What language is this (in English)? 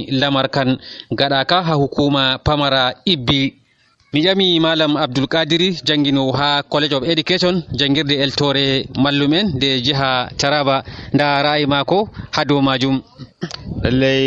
Nigerian Fulfulde